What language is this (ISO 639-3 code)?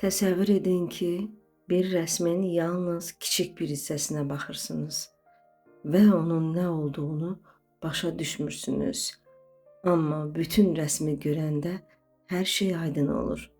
aze